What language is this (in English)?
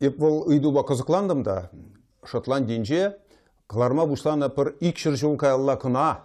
Chuvash